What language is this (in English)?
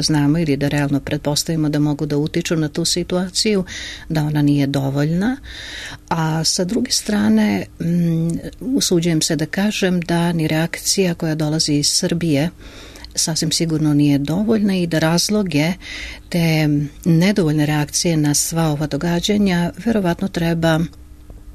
Serbian